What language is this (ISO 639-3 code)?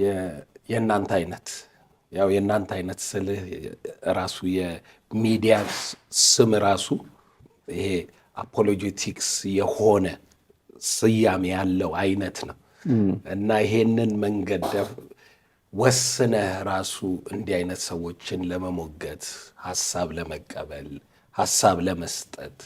amh